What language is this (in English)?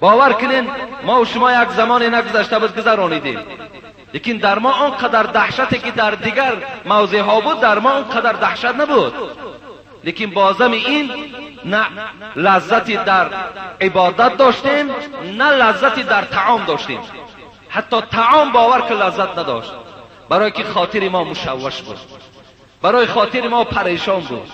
Persian